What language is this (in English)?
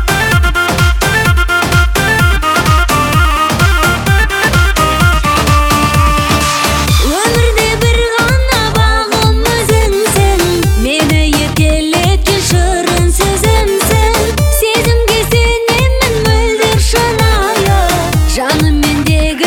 Kazakh